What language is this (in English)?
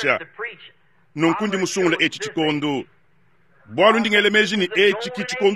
Luba-Lulua